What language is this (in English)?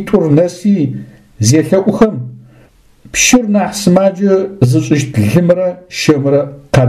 Adyghe